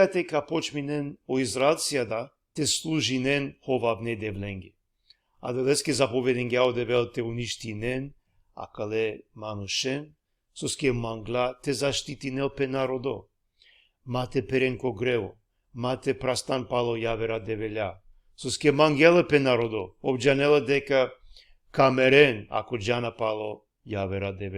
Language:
Balkan Romani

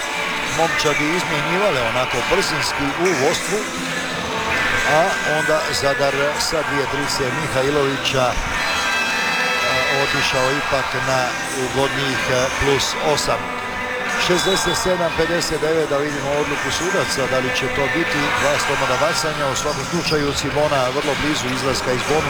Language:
Croatian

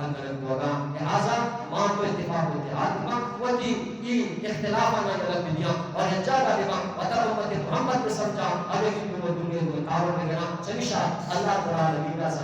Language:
Eastern Balochi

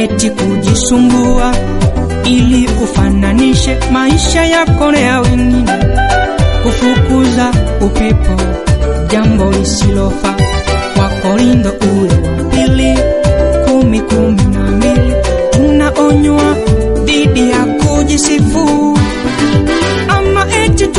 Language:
Swahili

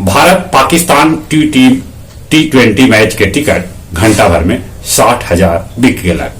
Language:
Magahi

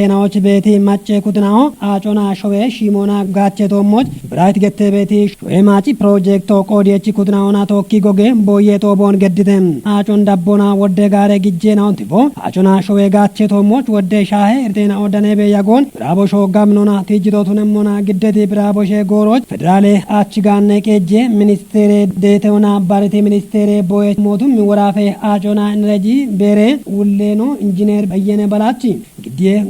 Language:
Kafa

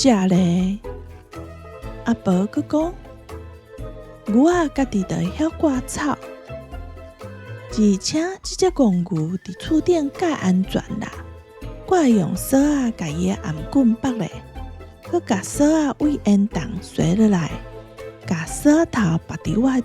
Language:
Min Nan Chinese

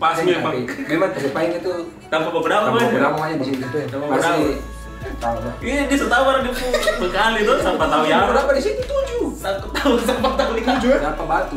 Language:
Ambonese Malay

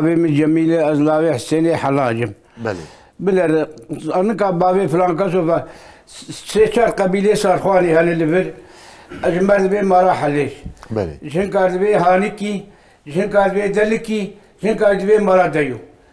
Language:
Kurdish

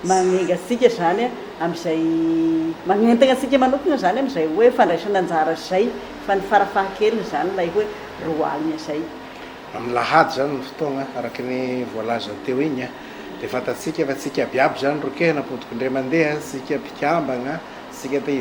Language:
Malagasy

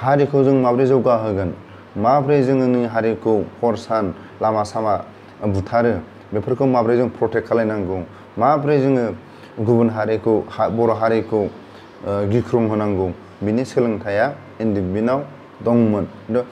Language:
Bodo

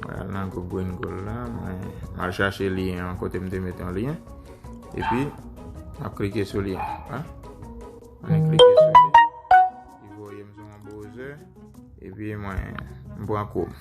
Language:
Haitian Creole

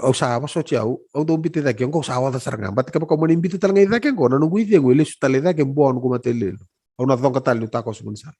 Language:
Fijian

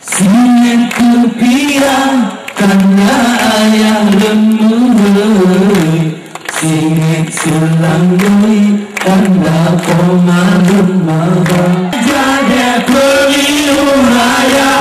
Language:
Achinese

